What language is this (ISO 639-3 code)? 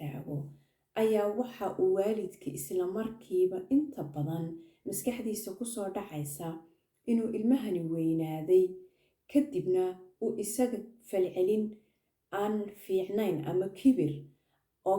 som